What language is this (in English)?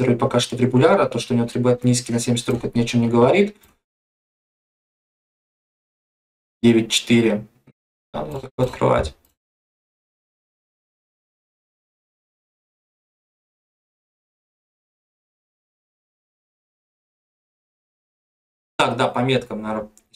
Russian